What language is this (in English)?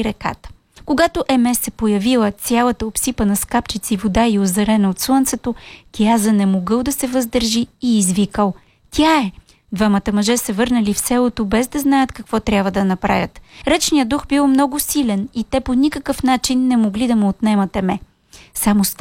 Bulgarian